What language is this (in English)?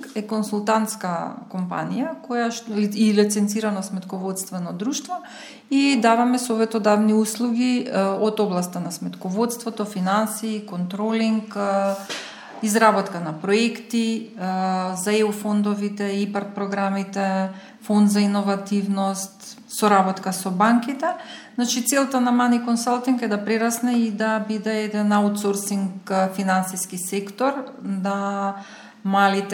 Macedonian